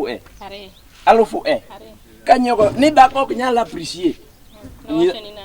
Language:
Luo (Kenya and Tanzania)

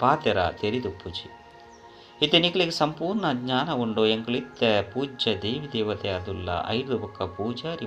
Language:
Tulu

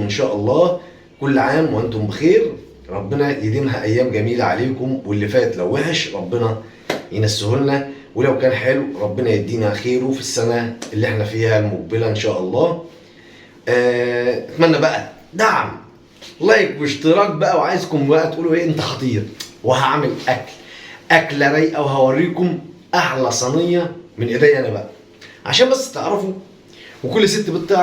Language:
Egyptian Arabic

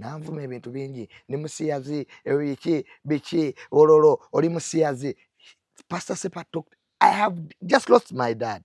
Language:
Ganda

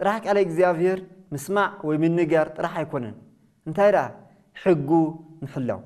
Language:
Tigrinya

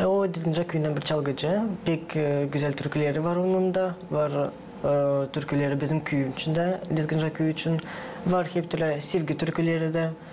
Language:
Gagauz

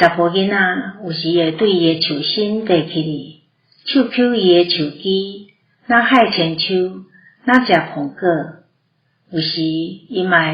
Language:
Min Nan Chinese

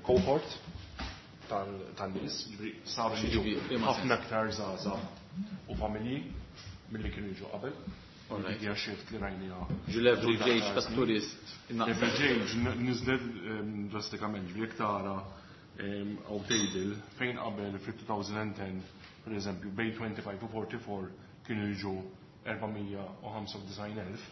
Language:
Maltese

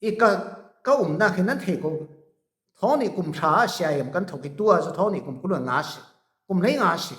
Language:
Falam Chin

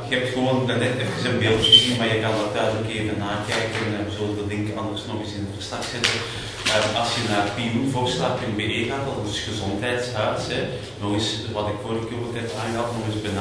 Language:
Dutch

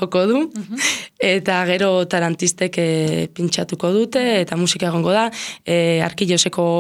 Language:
Basque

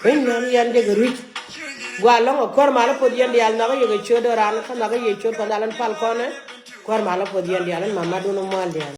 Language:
Nuer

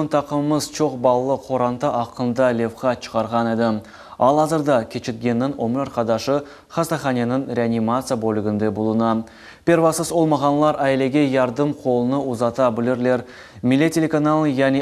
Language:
Crimean Tatar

